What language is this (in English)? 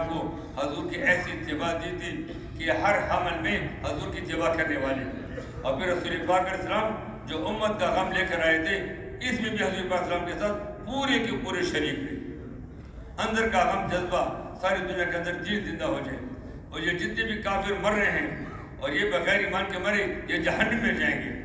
Urdu